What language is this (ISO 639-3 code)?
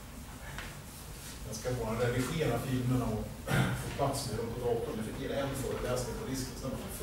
swe